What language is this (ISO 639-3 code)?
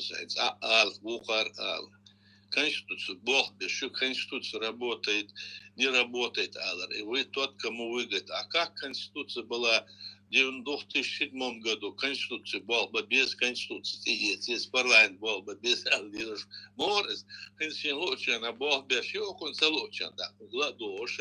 che